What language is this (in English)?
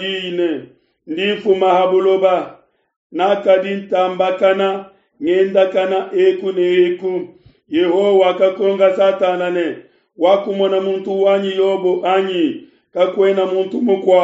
Luba-Lulua